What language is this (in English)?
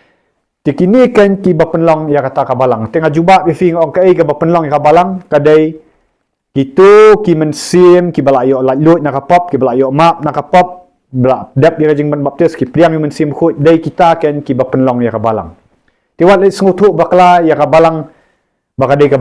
Khasi